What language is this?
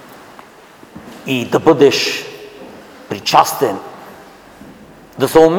Bulgarian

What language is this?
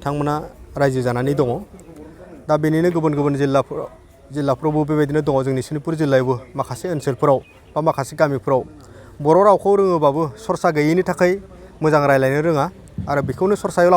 Bodo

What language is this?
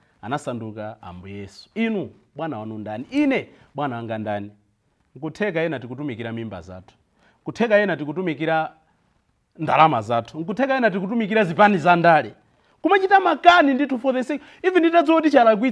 Nyanja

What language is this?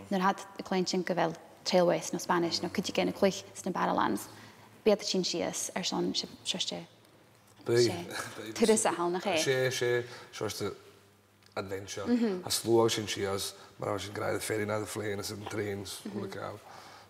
Scottish Gaelic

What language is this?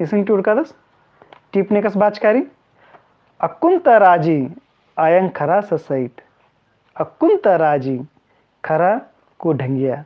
Kurukh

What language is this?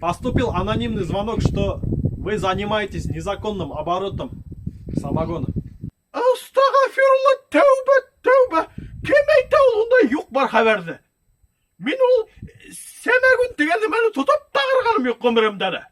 Bashkir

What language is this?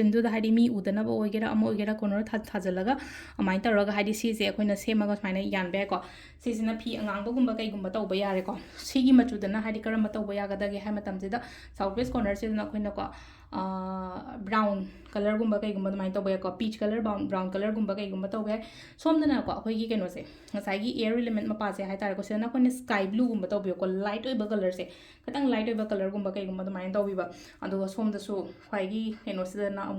Manipuri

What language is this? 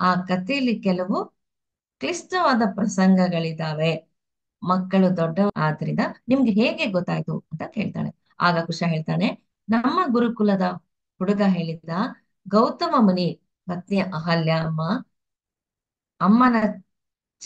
Kannada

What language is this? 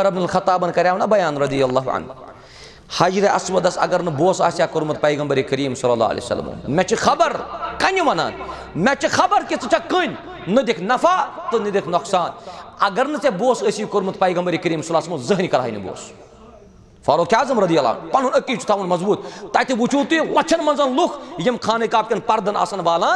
Kashmiri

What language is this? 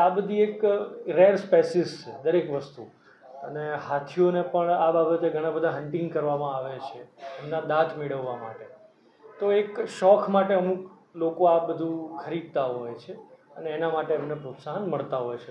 Gujarati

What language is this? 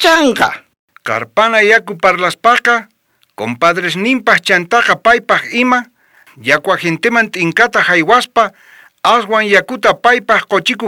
South Bolivian Quechua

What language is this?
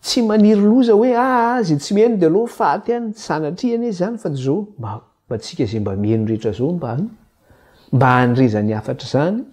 Malagasy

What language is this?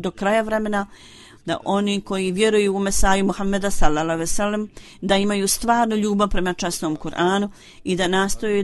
Bosnian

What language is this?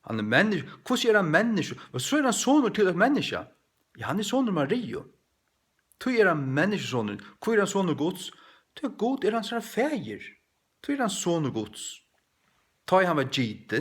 Faroese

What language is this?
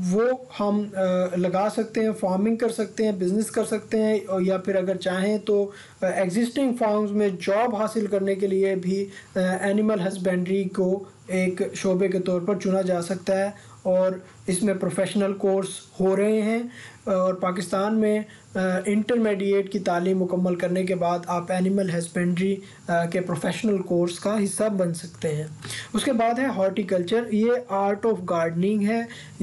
Urdu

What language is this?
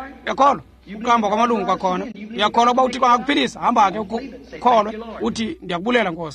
Xhosa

